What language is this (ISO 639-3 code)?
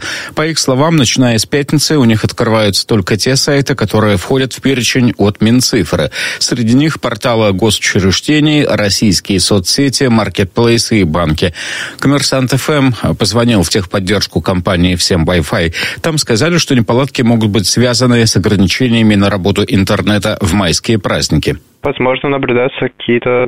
rus